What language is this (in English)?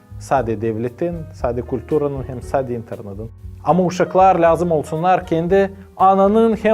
Gagauz